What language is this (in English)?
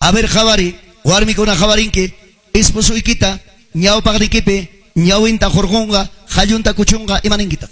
Ayacucho Quechua